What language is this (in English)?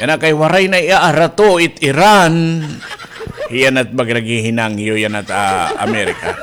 Waray